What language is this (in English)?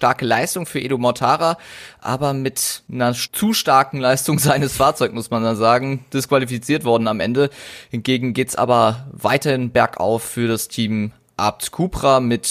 German